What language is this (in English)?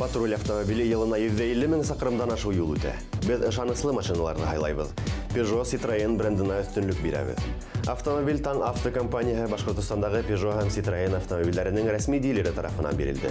Bashkir